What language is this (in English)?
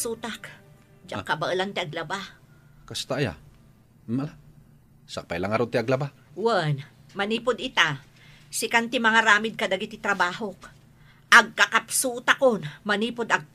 Iloko